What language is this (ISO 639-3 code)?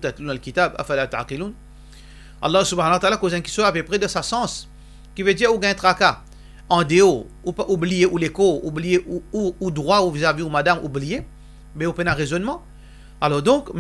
mfe